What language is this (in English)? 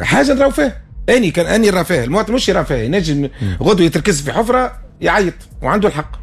Tunisian Arabic